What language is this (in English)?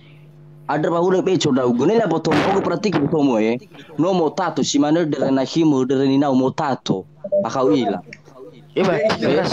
Nias